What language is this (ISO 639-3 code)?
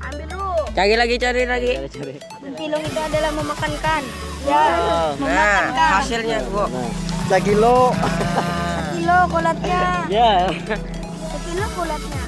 bjn